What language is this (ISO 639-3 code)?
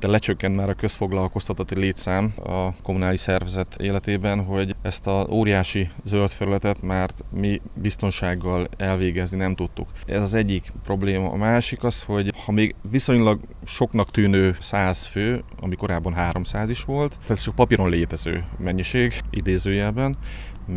hun